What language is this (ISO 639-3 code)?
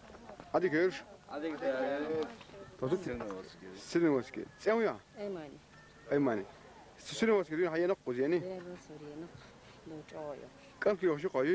che